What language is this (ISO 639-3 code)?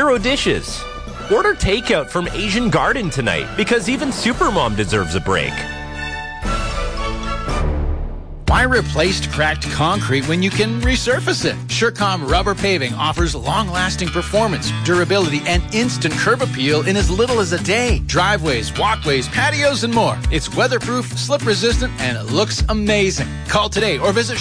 eng